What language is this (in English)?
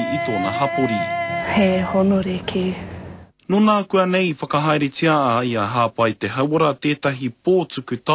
Māori